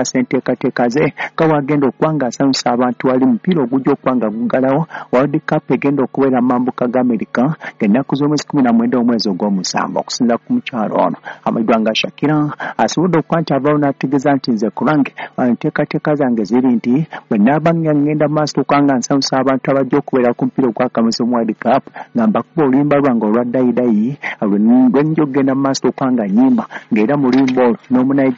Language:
Ganda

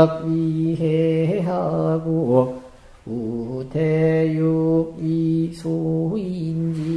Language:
Korean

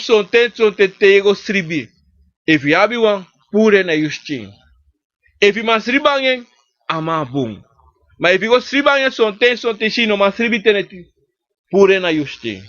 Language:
Sranan Tongo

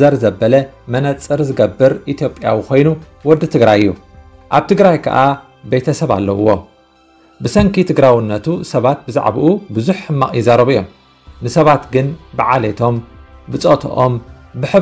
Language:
Tigrinya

